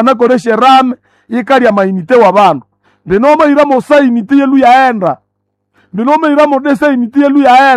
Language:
Nande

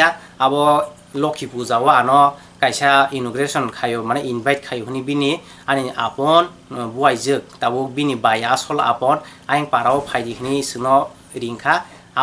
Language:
Kok Borok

